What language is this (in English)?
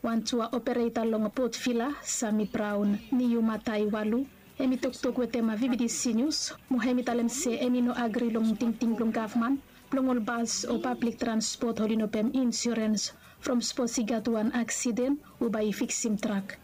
Bislama